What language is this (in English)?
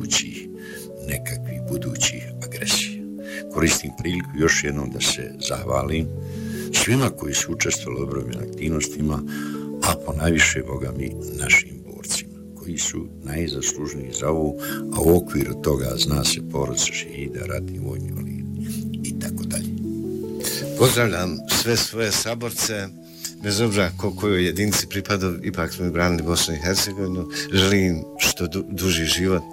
Bosnian